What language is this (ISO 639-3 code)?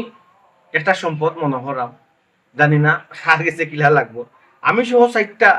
syl